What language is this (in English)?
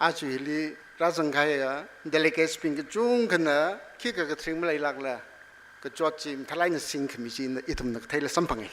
Tangkhul Naga (India)